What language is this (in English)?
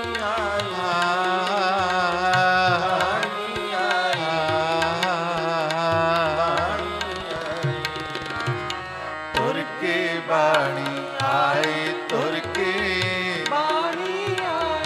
Punjabi